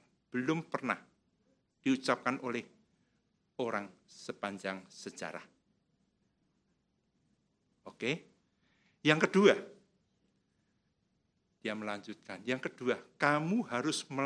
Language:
Indonesian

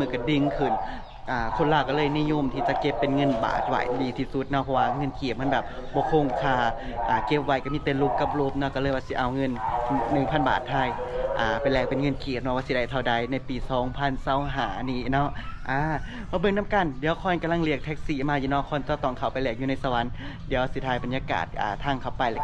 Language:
Lao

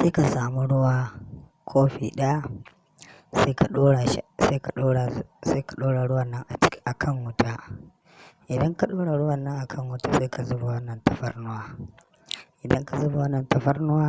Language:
Hausa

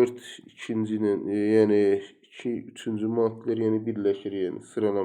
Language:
Azerbaijani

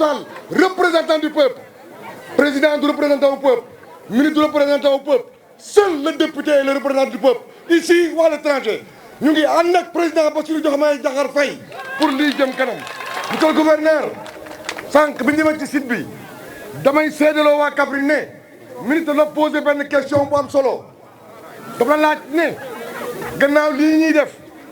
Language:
Wolof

